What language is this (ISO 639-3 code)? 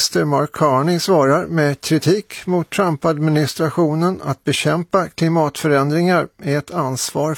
swe